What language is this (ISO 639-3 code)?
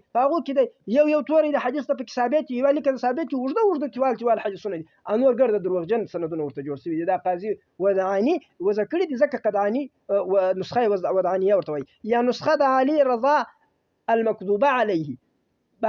pus